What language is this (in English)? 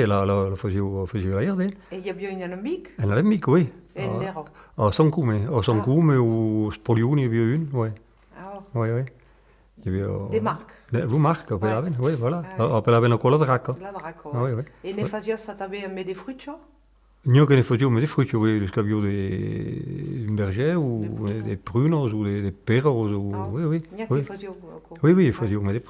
Occitan